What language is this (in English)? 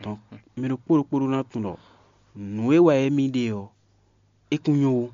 Fon